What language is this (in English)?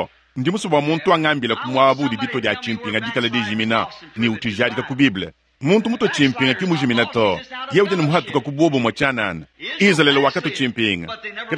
Luba-Lulua